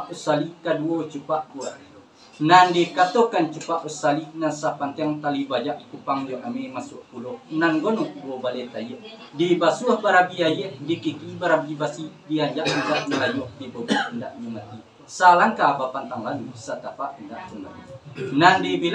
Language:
Minangkabau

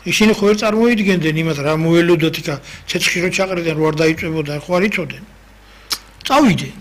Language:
Georgian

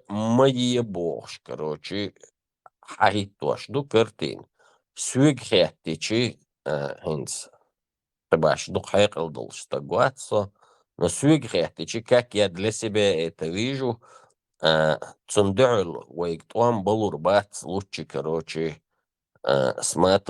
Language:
Chechen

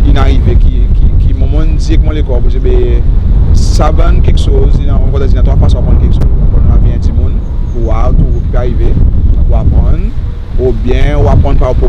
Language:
Seselwa Creole French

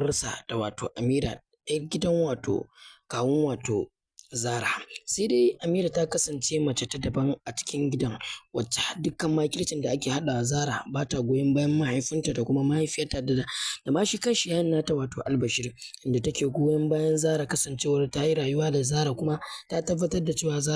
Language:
Hausa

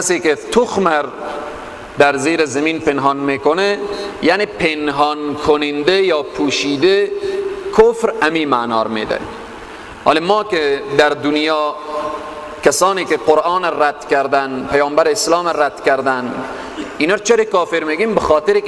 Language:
Persian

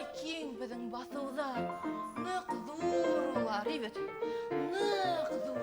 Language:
Bashkir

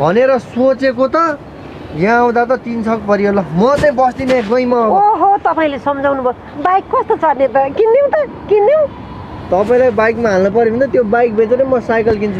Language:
Nepali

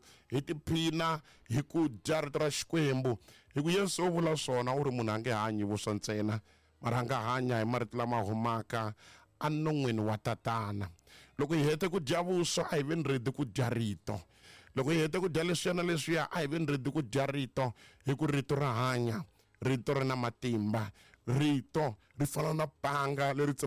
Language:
Tsonga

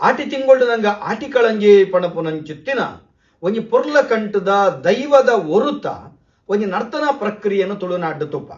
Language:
Tulu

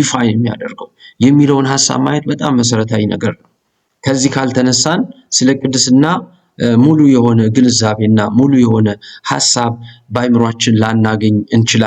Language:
Amharic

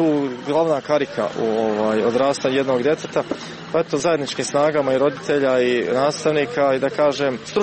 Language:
Croatian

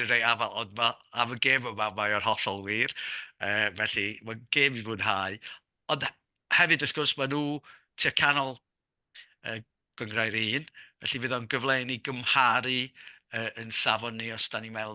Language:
Welsh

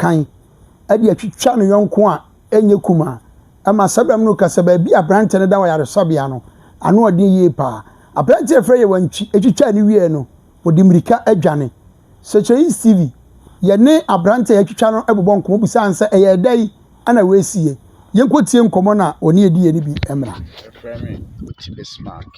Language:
Akan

